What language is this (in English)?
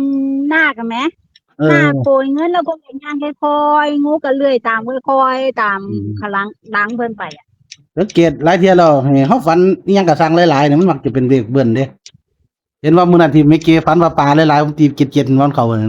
Northeastern Thai